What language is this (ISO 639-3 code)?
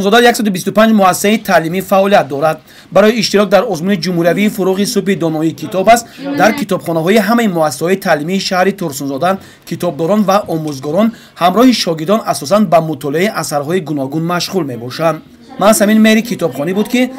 tgk